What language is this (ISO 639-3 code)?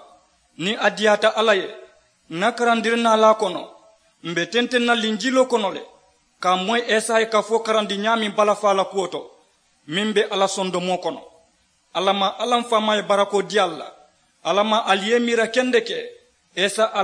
man